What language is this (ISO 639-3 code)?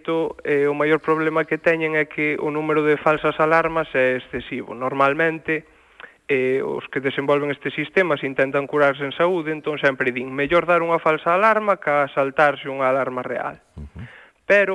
glg